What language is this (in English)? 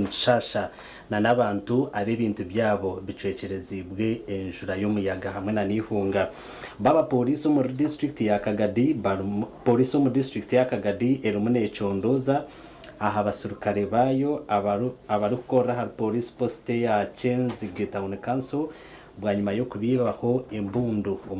Nyankole